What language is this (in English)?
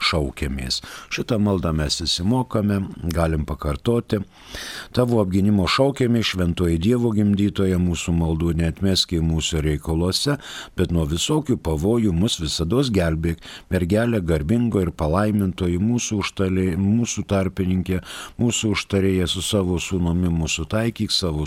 Lithuanian